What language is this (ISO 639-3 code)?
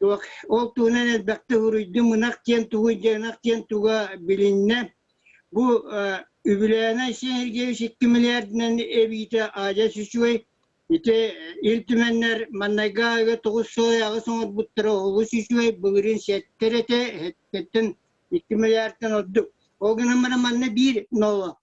sah